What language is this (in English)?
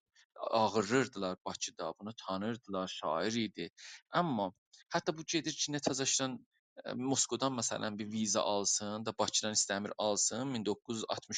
South Azerbaijani